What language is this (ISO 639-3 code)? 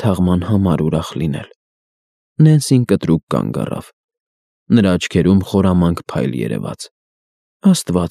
hye